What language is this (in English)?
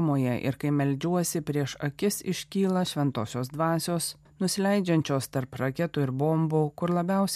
Lithuanian